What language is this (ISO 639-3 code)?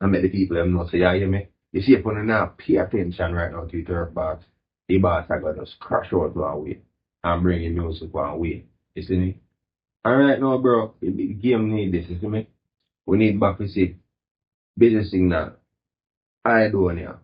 jam